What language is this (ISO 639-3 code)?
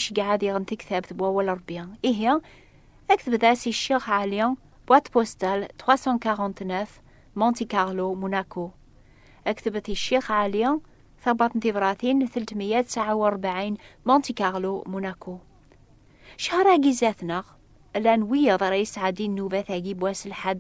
kab